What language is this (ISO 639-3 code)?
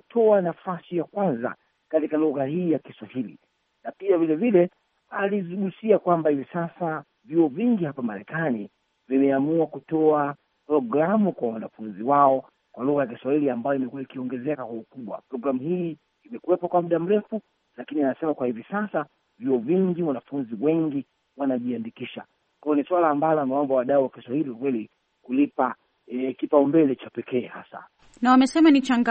swa